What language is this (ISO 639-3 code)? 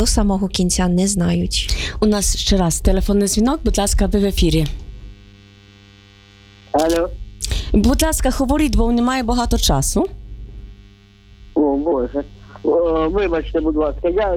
ukr